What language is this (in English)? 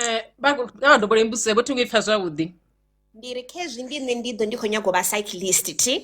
Venda